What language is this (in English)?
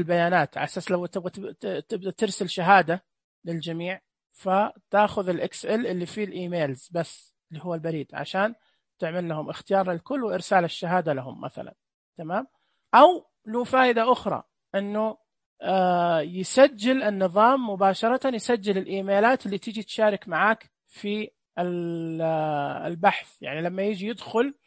Najdi Arabic